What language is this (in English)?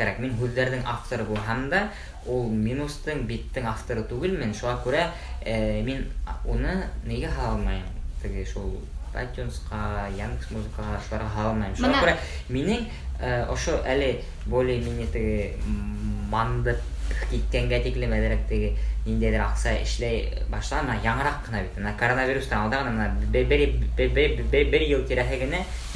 Bashkir